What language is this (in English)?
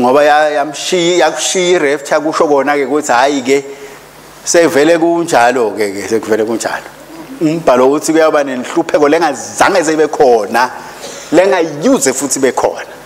Swati